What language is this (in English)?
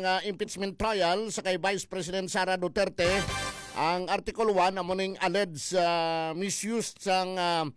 Hiligaynon